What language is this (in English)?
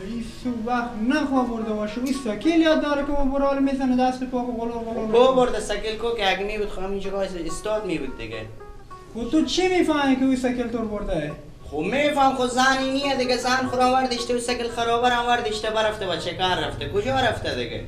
Persian